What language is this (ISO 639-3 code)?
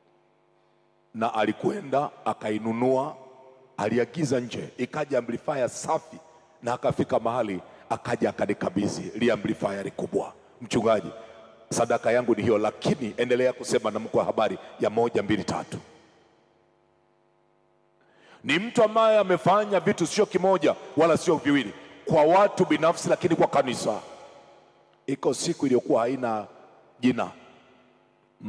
swa